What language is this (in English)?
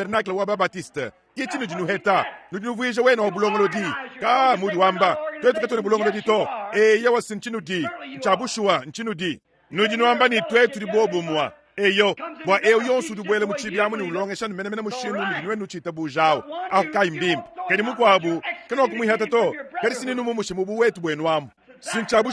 Luba-Lulua